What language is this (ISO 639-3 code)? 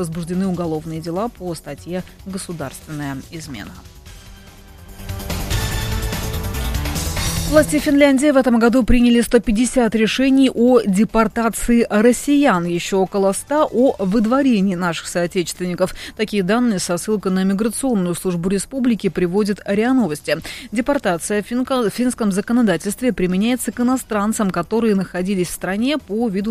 rus